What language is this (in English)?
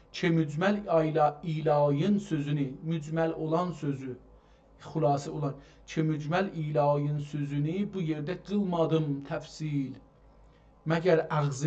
South Azerbaijani